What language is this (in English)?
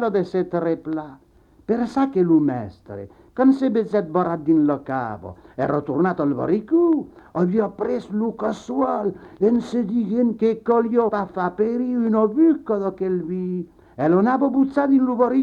Occitan